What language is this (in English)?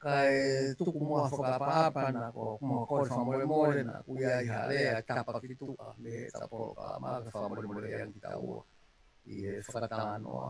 Tongan